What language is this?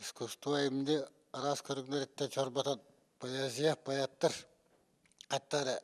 Yakut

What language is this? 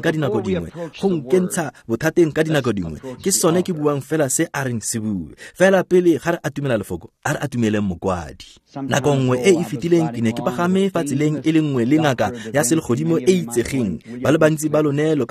Tswana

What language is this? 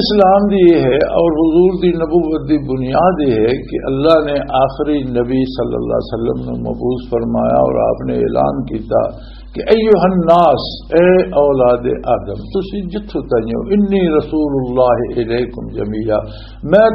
Western Panjabi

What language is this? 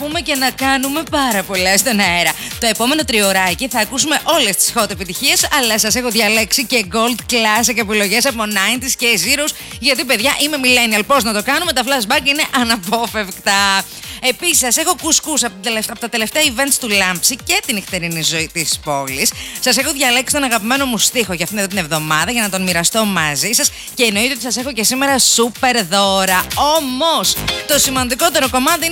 Greek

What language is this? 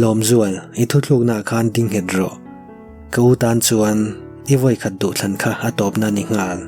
Mizo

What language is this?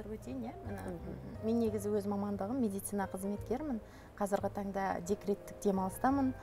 Kazakh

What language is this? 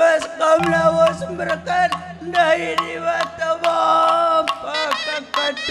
Batak Karo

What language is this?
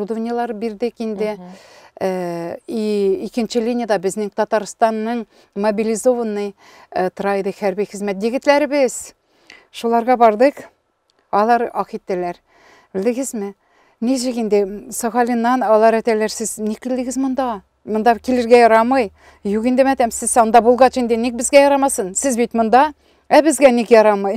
Tatar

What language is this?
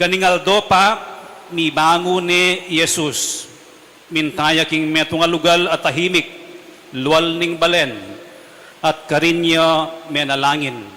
Pampanga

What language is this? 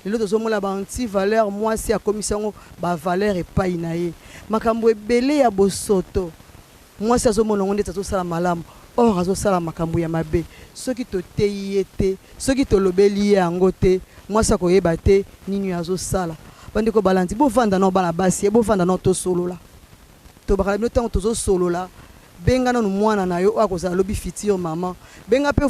Lingala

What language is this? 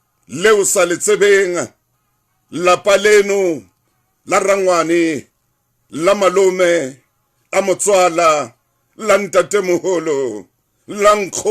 Southern Sotho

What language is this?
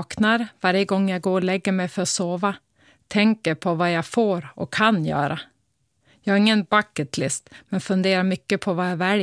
Swedish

